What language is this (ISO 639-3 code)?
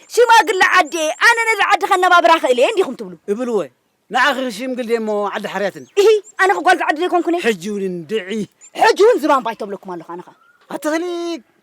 tir